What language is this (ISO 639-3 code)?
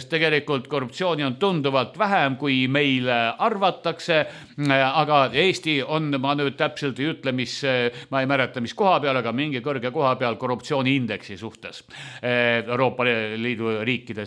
est